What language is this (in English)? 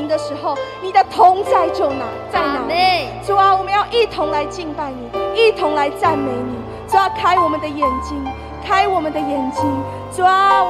Chinese